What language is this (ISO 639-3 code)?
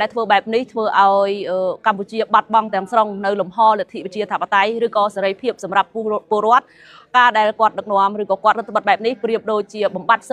khm